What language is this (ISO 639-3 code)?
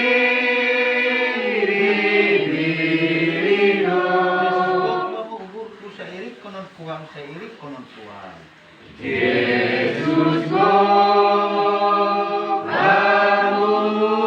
bts